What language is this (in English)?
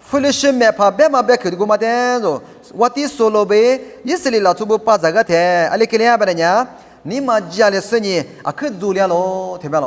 Lisu